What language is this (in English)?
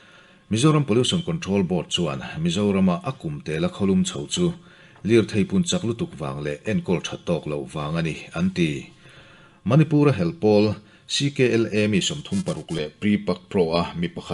Mizo